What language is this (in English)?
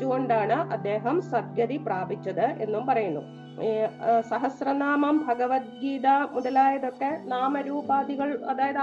Malayalam